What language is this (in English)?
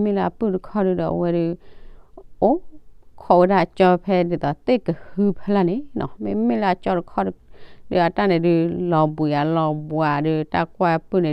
S'gaw Karen